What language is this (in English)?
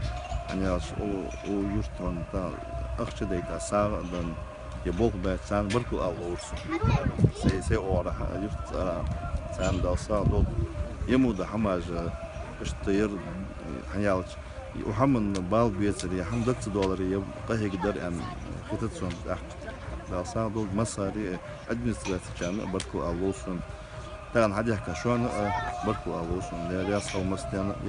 Ingush